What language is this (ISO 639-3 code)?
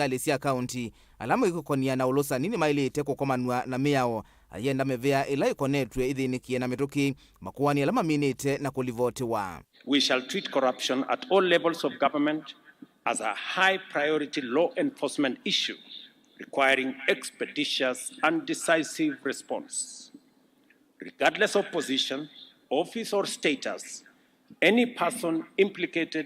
kam